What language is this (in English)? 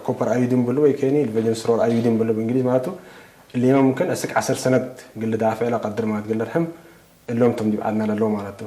Tigre